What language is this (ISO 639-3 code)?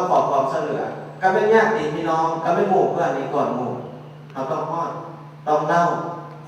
lao